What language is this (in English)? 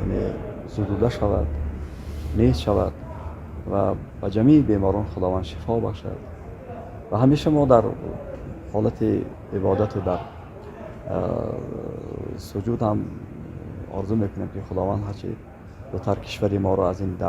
Tajik